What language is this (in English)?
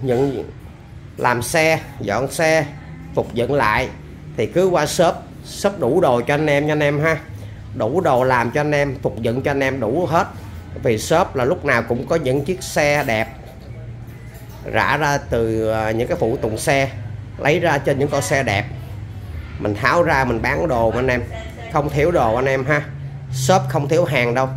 Vietnamese